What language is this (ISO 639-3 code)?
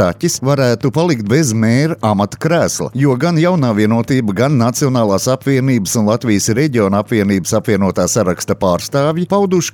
lav